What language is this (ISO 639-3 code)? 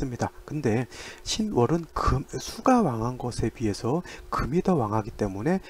kor